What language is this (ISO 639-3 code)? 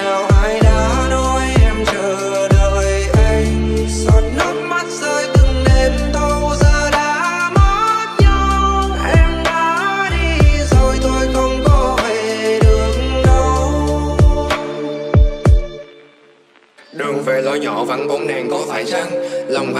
vie